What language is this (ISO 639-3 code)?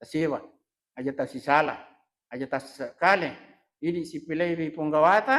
bug